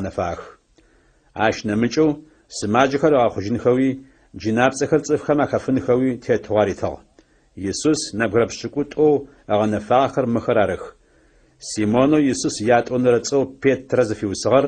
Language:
Adyghe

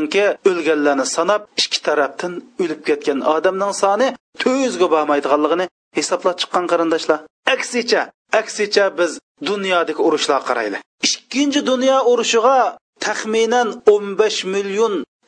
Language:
Uyghur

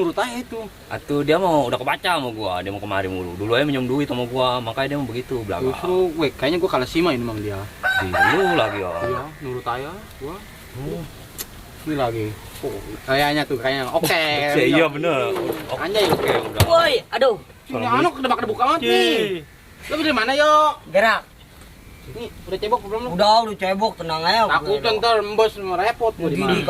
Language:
Betawi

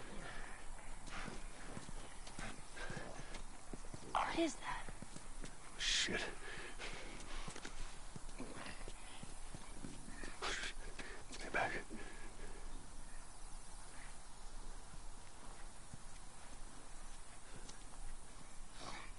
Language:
English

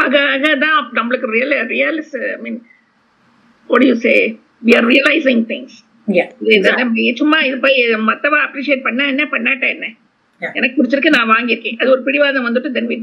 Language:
Tamil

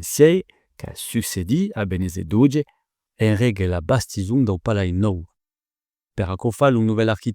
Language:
Occitan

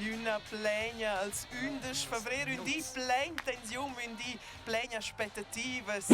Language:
Romansh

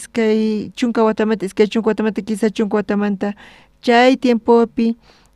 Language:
South Bolivian Quechua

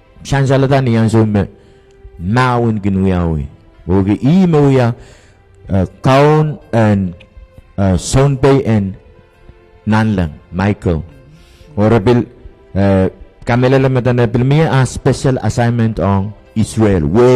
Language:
Pohnpeian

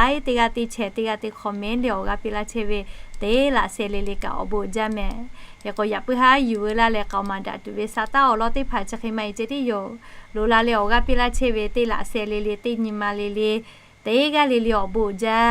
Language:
Lahu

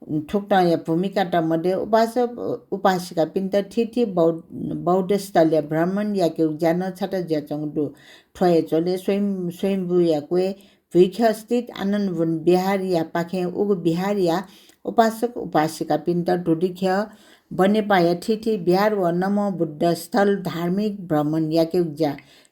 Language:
Newari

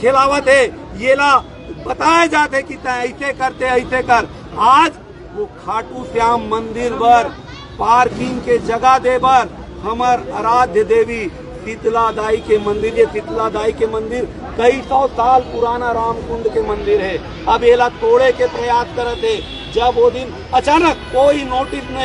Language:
Chhattisgarhi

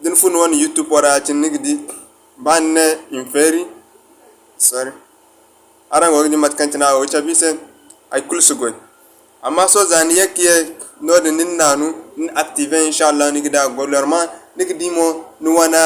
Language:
Zarma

